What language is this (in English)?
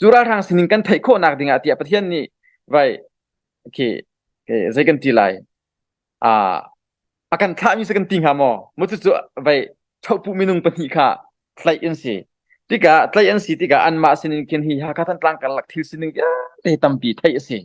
Hakha Chin